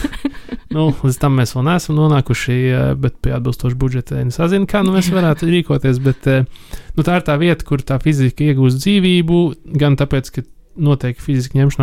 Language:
Latvian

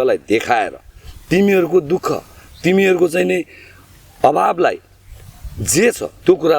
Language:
Nepali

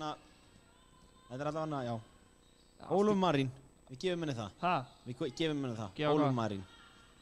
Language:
Icelandic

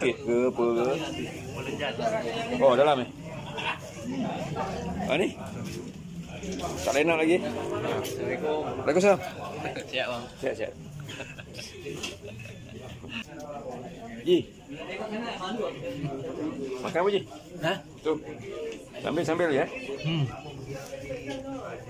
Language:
Malay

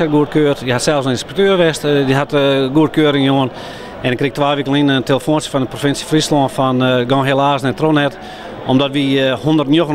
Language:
Western Frisian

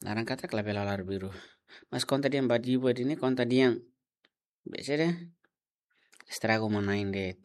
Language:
Tetum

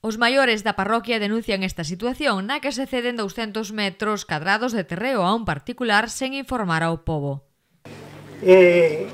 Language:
Galician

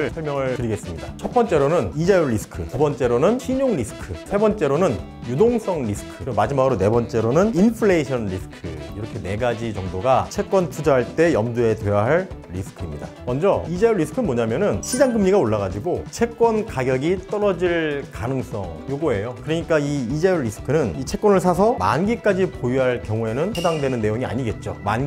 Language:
Korean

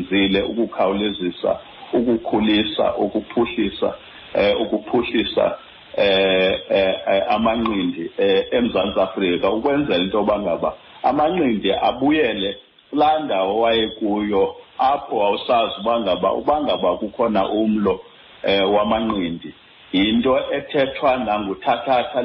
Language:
Xhosa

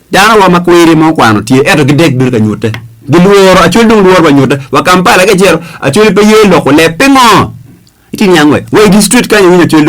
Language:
Acoli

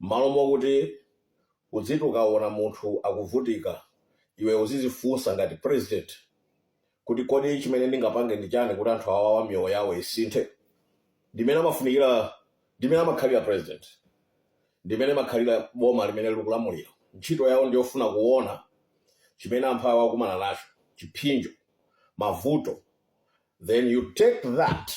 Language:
Nyanja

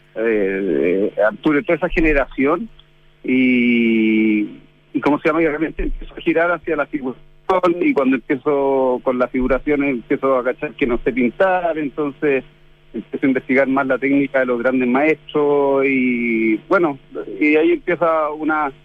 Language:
Spanish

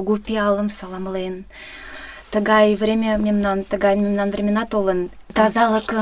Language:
Mari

